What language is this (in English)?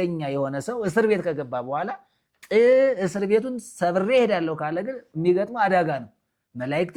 Amharic